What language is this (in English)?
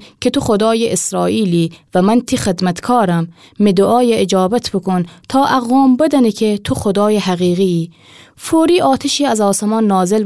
Gilaki